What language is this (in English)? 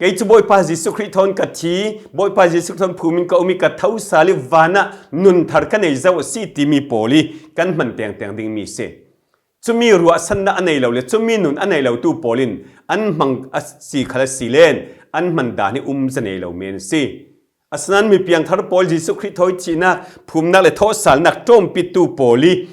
Falam Chin